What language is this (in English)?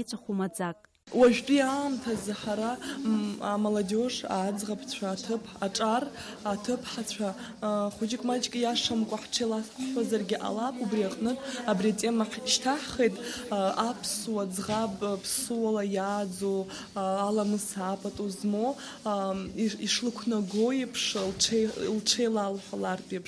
Abkhazian